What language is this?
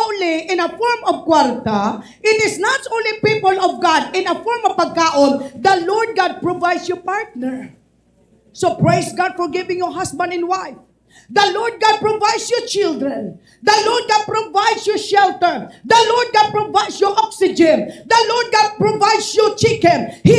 Hiligaynon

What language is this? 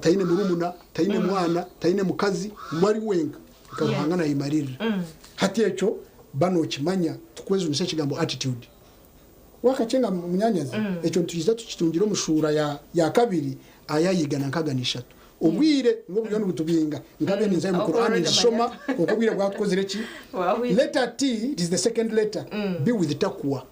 Nyankole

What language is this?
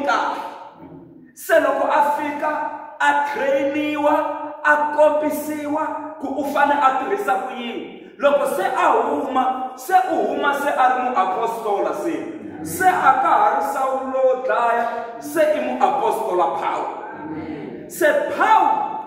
Tsonga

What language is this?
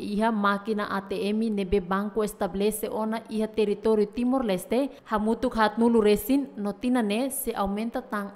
Tetum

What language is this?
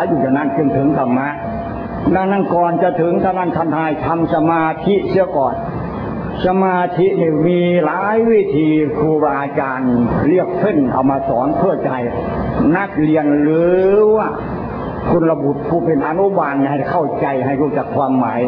Thai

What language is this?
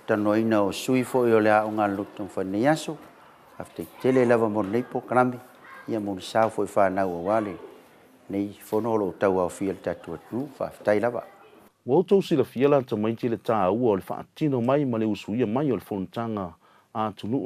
Samoan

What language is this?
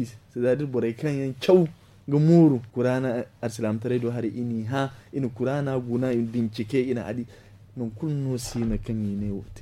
Zarma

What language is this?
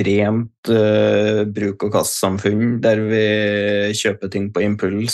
Norwegian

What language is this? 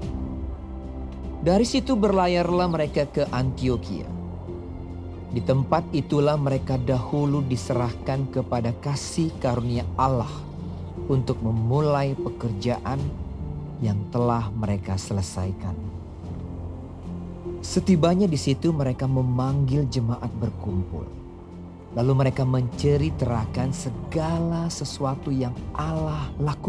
Indonesian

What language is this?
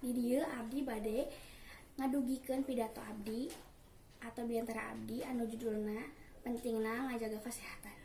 Sundanese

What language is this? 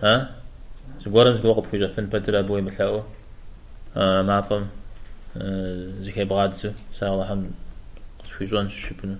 Kabardian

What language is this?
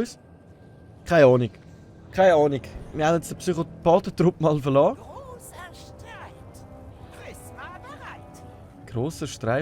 Swiss German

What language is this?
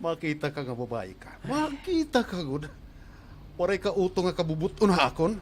Waray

